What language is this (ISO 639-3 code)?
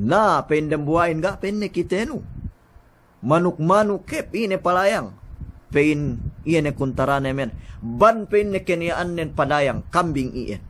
yka